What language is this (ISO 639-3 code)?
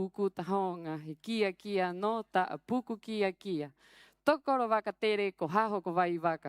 rap